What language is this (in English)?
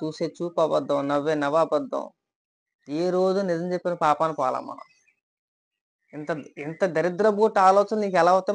Telugu